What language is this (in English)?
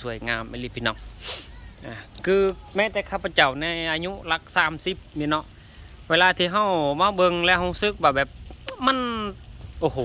Lao